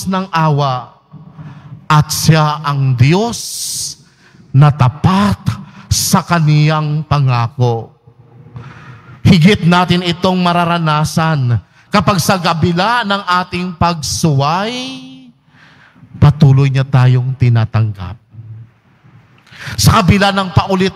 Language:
Filipino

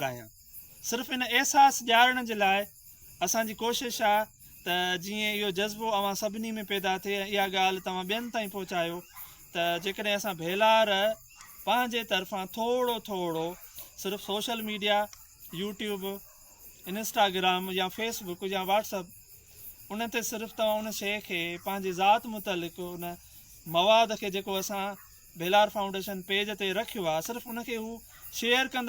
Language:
Sindhi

